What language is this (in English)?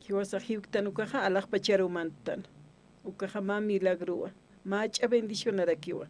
Aymara